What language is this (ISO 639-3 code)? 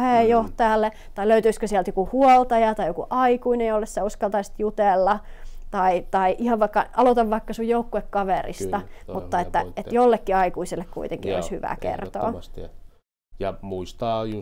fin